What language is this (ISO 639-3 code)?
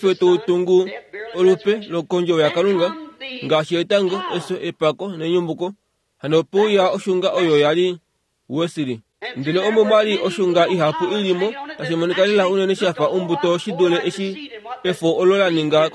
kua